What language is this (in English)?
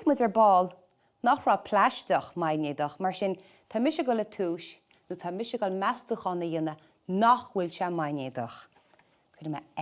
Irish